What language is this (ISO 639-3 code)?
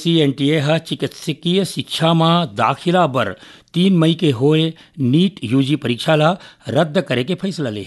hne